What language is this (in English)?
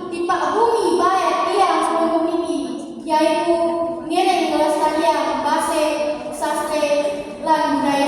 Sasak